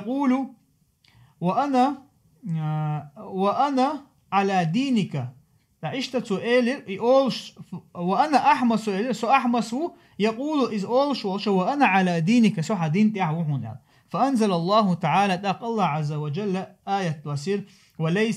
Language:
Chechen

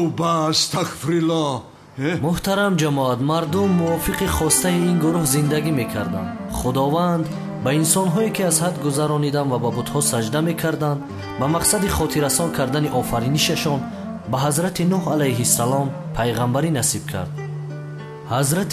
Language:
Tajik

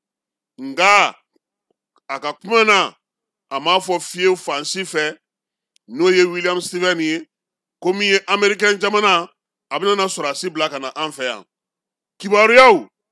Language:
Bambara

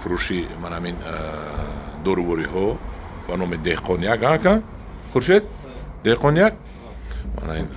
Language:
Tajik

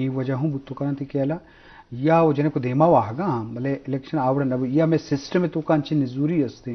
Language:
Eastern Balochi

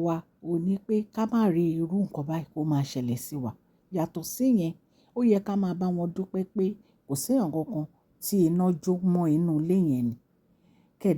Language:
Yoruba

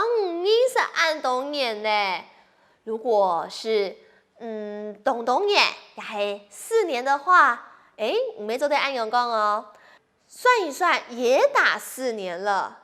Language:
Hakka Chinese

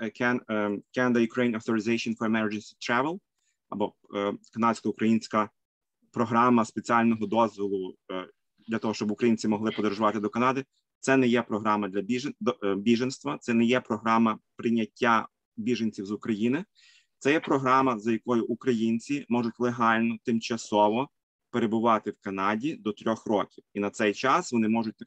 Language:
Ukrainian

